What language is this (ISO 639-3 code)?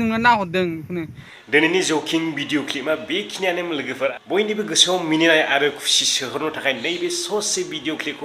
brx